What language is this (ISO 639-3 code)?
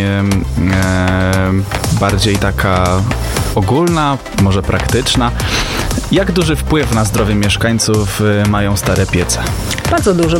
pol